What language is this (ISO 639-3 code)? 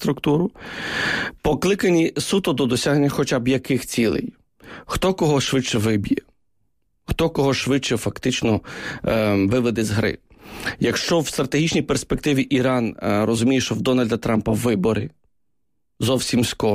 ukr